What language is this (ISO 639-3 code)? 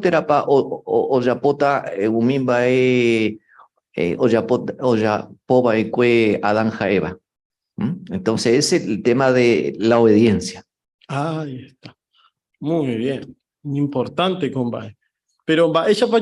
grn